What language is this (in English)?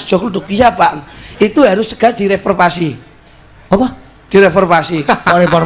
Javanese